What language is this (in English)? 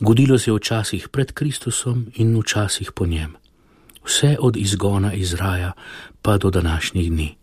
Slovenian